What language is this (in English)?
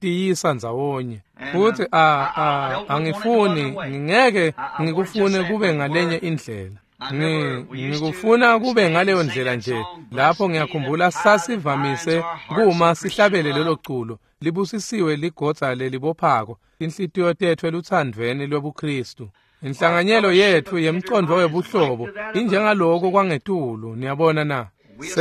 Swati